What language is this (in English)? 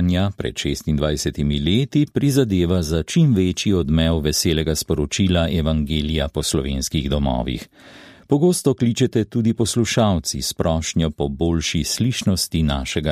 Slovenian